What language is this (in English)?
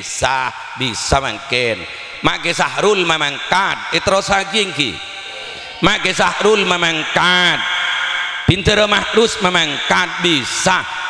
Madurese